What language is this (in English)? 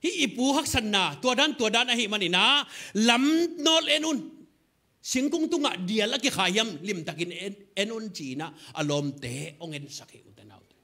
Tedim Chin